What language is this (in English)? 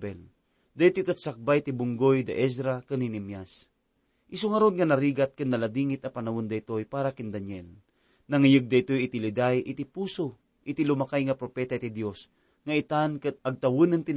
Iloko